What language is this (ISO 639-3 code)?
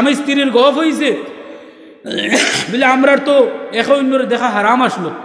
syl